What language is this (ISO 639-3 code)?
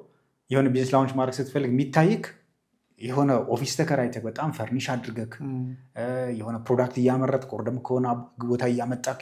amh